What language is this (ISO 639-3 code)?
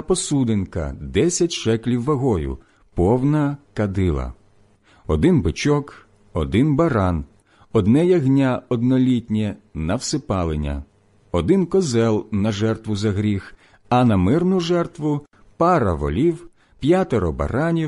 ukr